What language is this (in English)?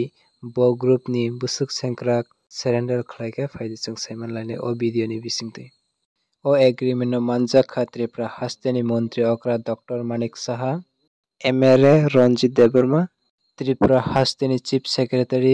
Kok Borok